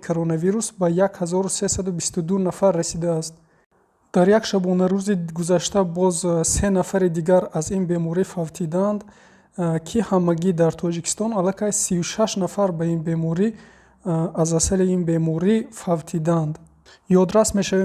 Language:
Tajik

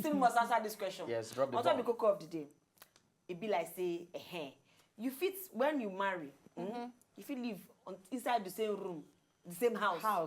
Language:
Nigerian Pidgin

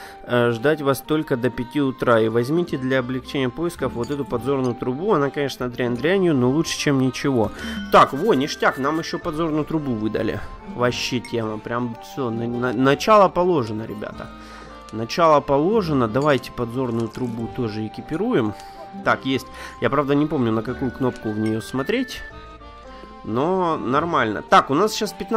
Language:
Russian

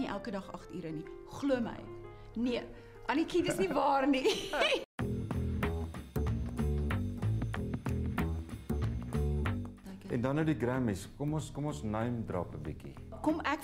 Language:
Afrikaans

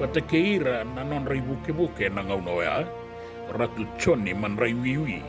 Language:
Fijian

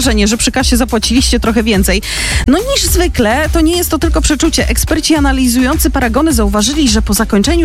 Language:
Polish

